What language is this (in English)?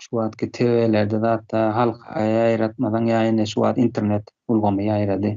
Turkmen